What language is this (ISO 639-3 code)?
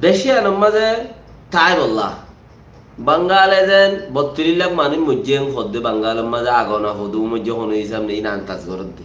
rhg